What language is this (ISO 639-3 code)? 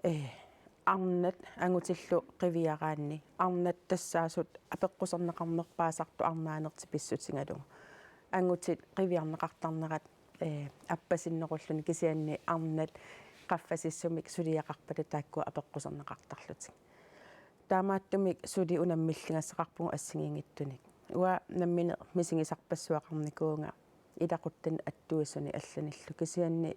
kal